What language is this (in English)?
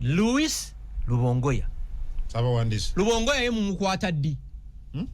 Ganda